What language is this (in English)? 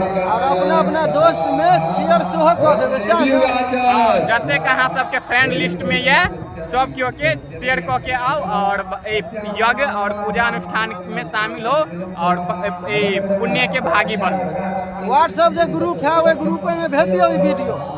Maithili